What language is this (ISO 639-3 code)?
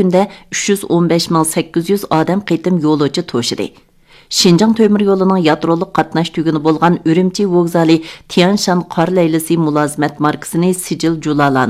uig